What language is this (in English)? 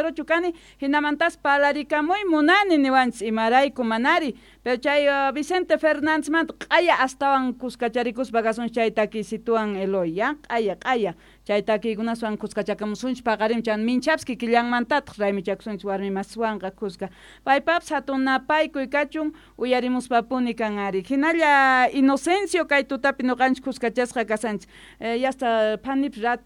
South Bolivian Quechua